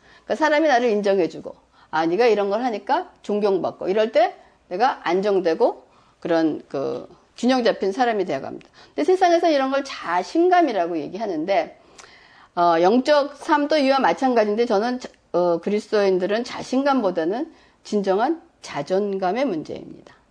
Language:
Korean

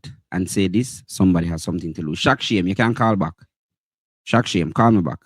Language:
Jamaican Creole English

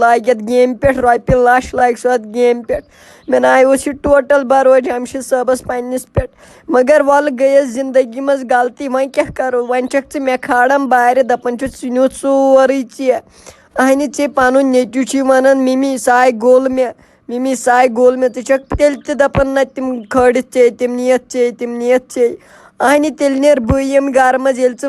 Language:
Kashmiri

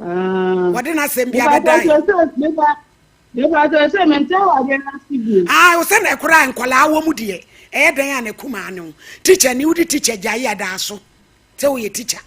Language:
Akan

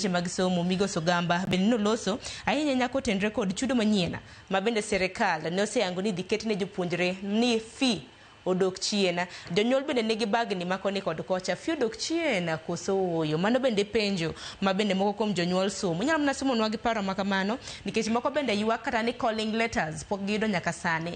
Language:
Luo (Kenya and Tanzania)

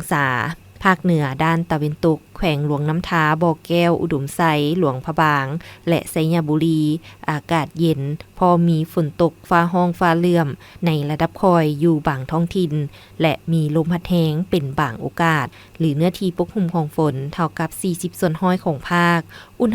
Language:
Lao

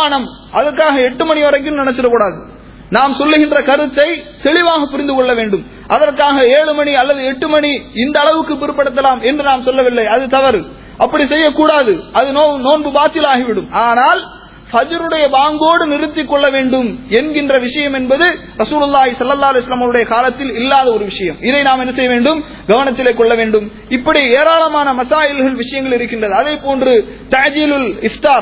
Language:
Tamil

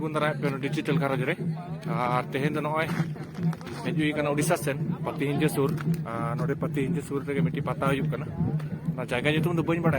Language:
Santali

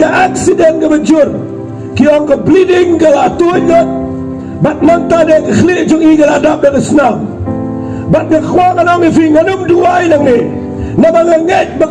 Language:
Khasi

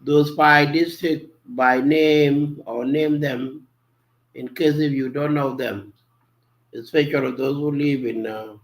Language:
Nuer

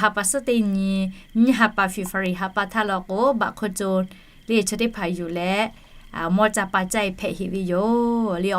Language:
Lahu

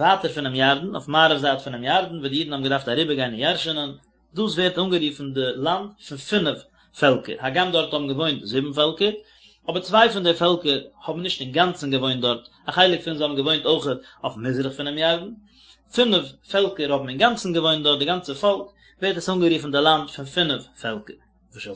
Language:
Yiddish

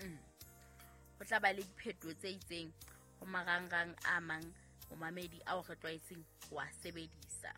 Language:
Southern Sotho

